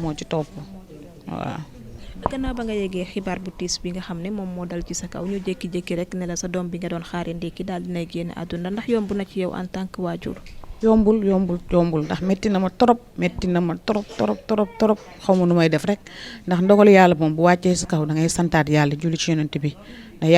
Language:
Wolof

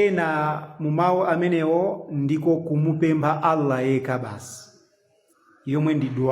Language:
Nyanja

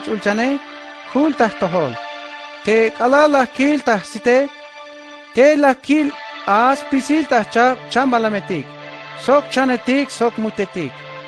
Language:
Tzeltal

